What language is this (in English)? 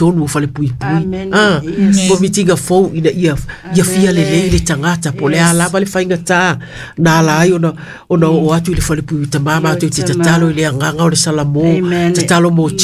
Samoan